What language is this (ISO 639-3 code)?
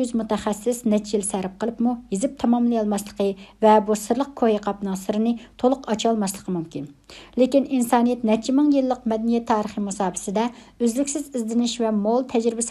uig